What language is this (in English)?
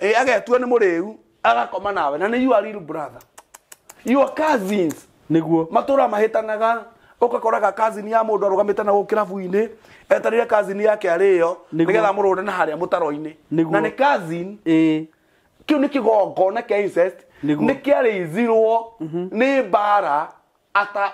Kikuyu